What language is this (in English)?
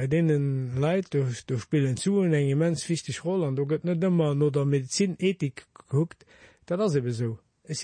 Luxembourgish